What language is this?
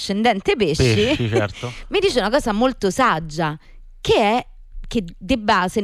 Italian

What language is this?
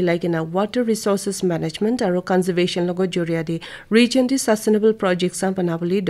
Naga Pidgin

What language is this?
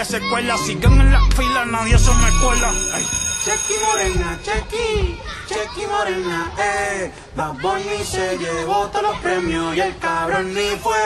Spanish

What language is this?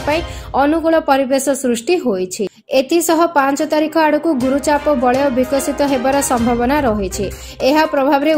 Odia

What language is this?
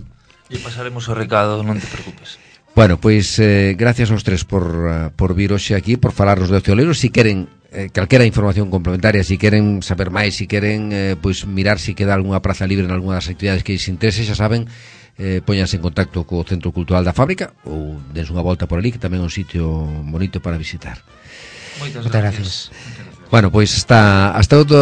Galician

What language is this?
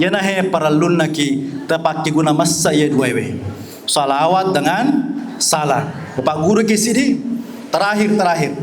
Buginese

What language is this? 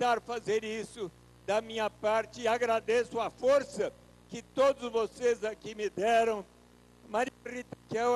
Portuguese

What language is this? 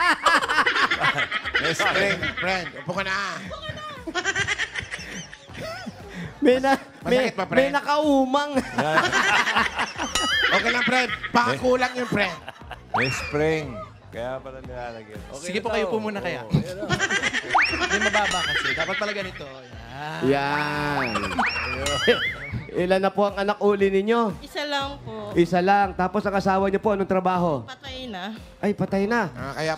Filipino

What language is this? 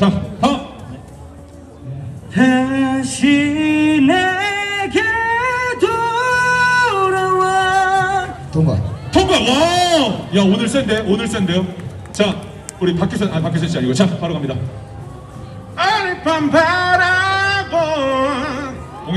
Korean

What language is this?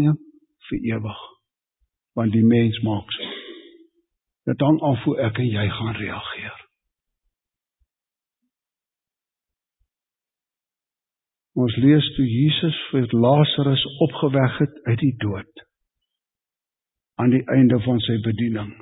Afrikaans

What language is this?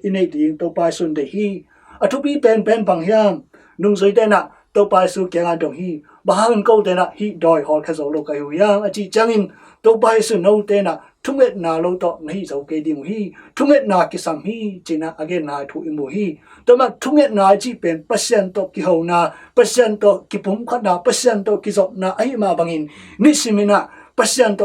Tedim Chin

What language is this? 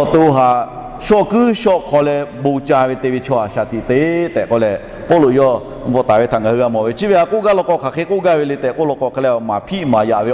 Lahu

